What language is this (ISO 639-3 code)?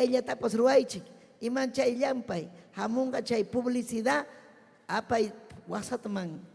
quy